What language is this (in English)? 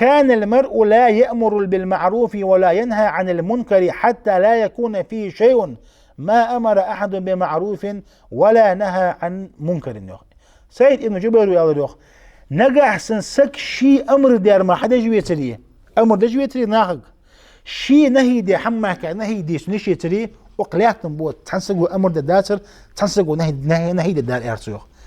Ingush